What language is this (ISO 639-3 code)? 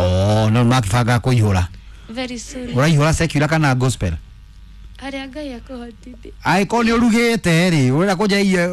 kik